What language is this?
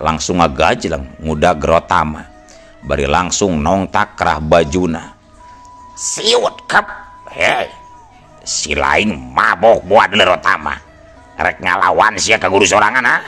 Sundanese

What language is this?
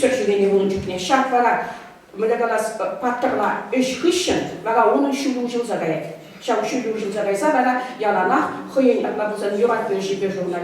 Chuvash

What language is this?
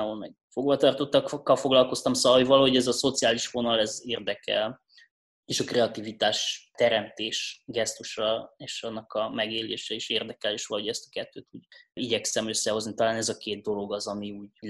Hungarian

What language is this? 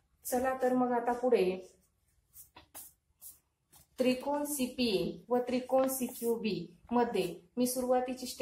Marathi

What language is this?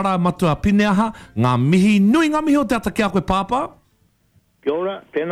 Māori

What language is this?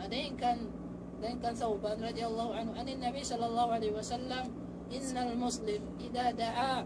Tausug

